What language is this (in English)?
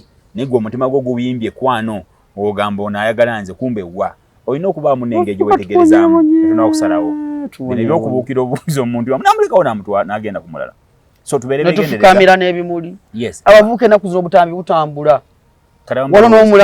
Ganda